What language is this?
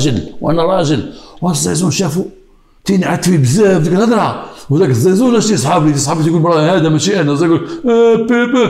Moroccan Arabic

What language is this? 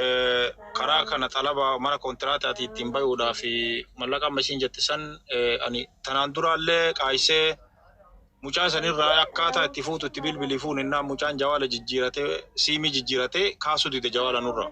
Oromo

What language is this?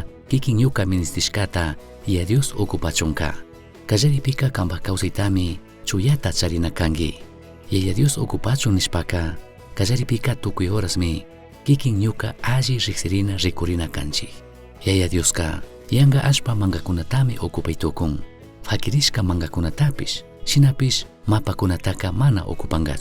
Chimborazo Highland Quichua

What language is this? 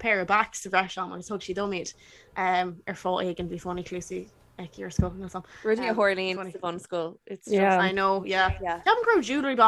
Irish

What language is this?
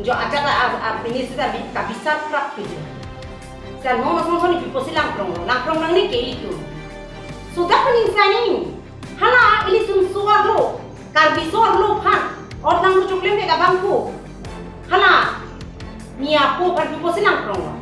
Karbi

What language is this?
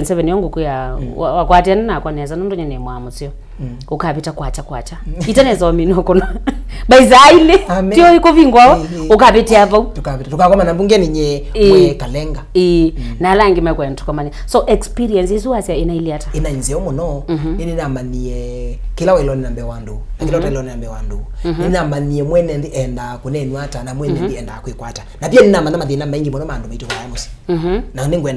Kamba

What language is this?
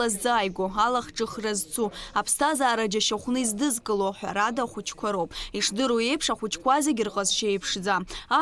Abkhazian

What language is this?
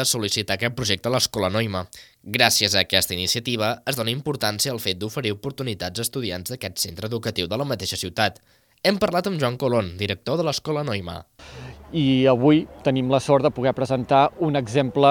Catalan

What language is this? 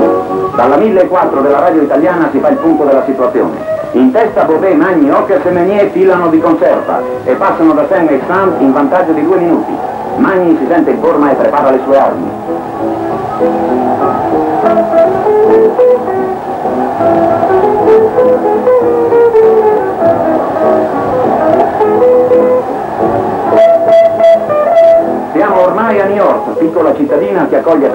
Italian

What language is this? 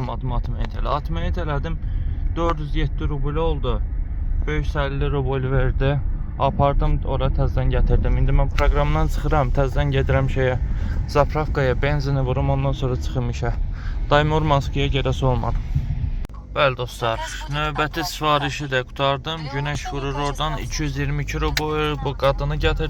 Azerbaijani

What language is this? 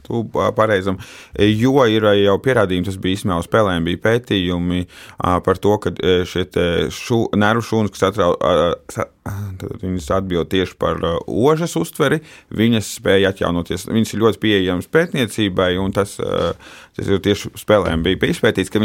Latvian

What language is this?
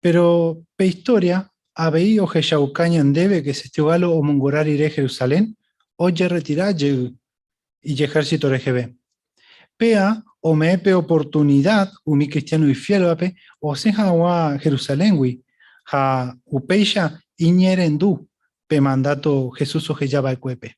Guarani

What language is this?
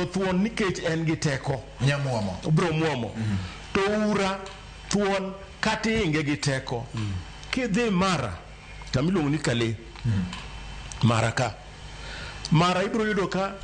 Luo (Kenya and Tanzania)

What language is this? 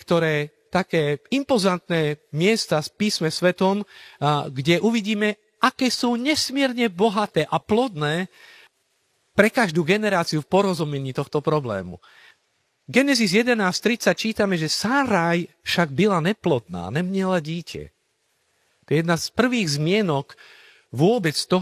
Slovak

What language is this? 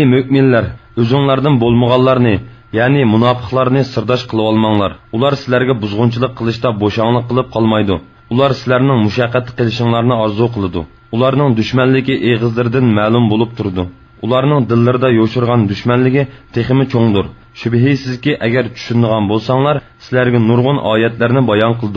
Uyghur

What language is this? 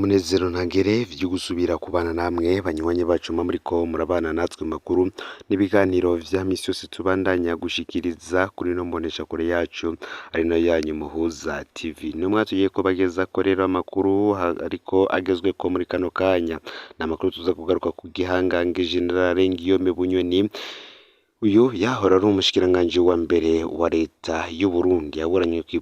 Rundi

